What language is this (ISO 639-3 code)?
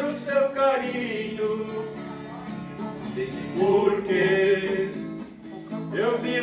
por